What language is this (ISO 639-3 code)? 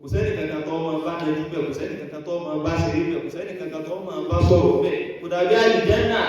yor